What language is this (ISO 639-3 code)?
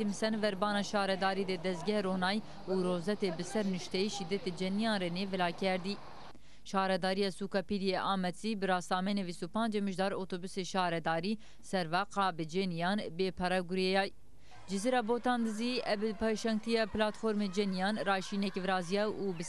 zza